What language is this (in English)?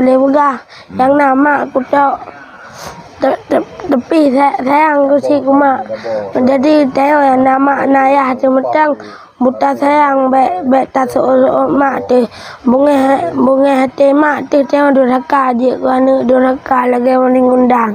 Achinese